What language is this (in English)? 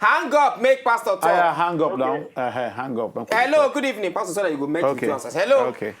Nigerian Pidgin